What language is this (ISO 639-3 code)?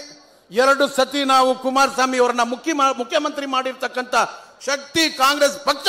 kan